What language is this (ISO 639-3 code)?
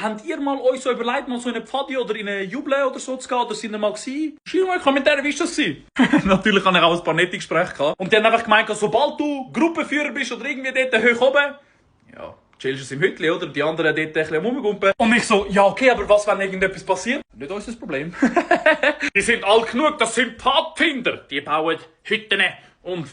gsw